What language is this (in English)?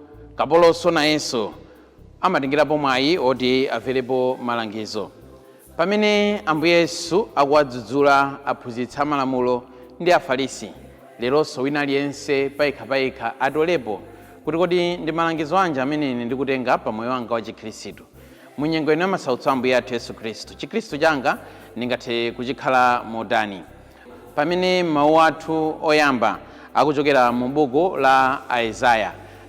Nyanja